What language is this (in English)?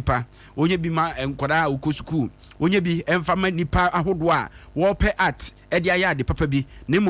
Akan